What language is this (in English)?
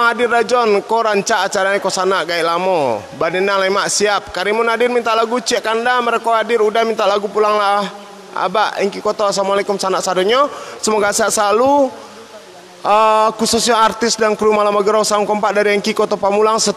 Minangkabau